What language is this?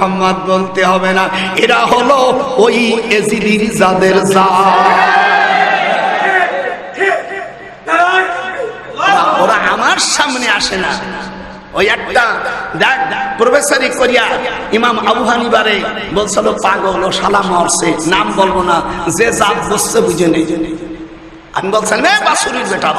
Bangla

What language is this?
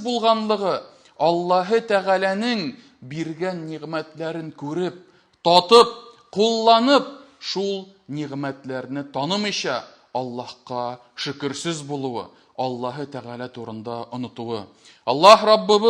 Tatar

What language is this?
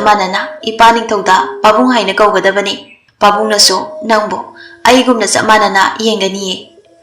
Manipuri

